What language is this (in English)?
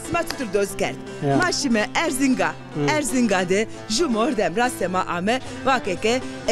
Zaza